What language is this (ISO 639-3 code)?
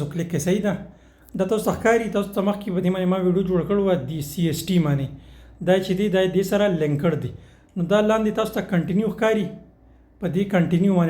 pus